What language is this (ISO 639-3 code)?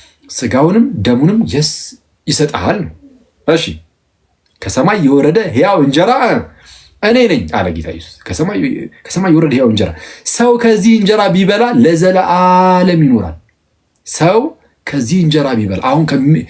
amh